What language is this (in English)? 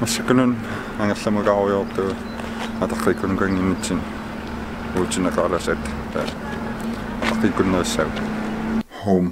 Kalaallisut